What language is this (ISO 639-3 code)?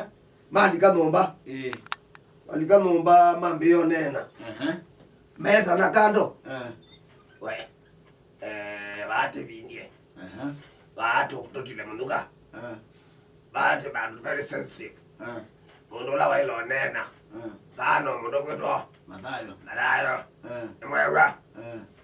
kam